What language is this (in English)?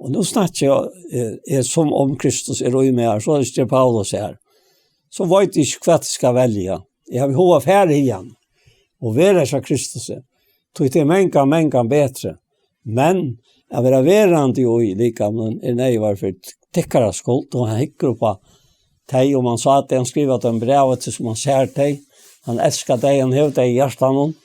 Faroese